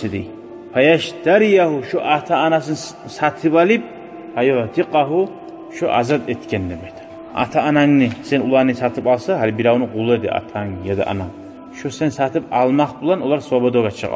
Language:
Kumyk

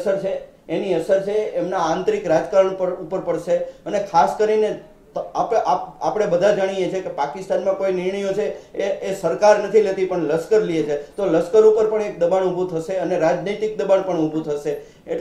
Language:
Gujarati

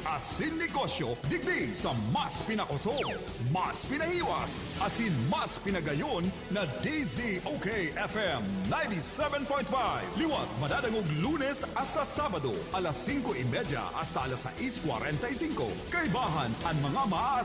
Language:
Bikol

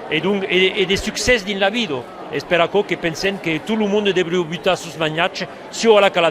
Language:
Occitan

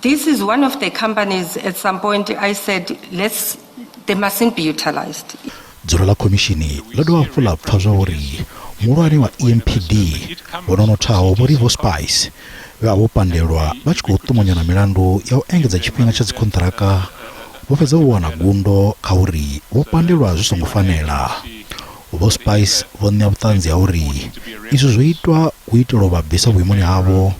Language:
Venda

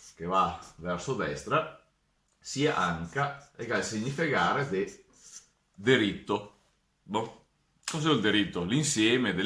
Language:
Venetian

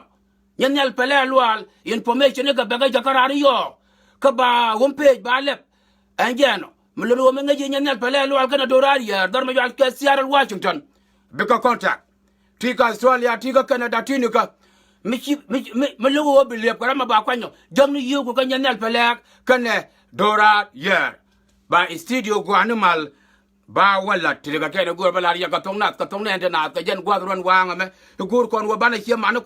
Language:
Nuer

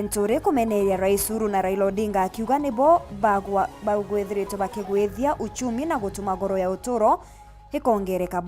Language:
Meru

